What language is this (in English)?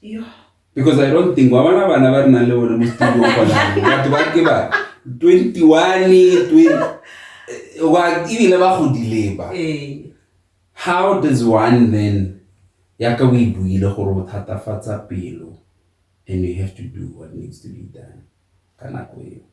Tswana